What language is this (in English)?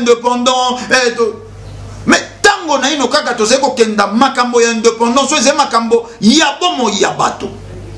Lingala